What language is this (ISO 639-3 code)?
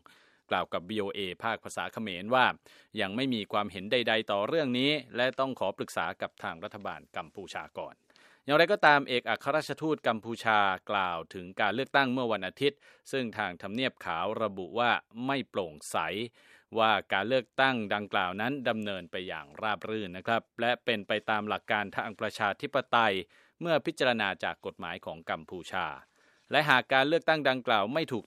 tha